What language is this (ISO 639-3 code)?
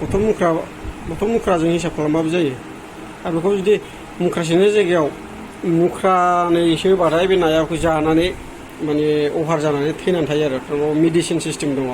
brx